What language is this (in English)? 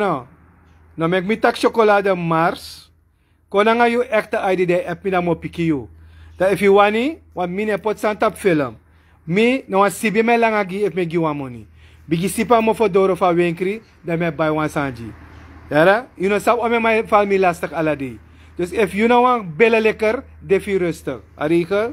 Sranan Tongo